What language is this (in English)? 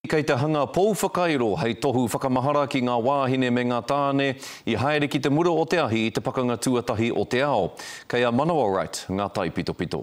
Māori